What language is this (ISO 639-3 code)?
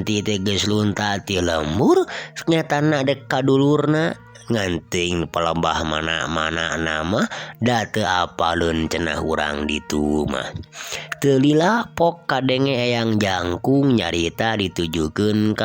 sun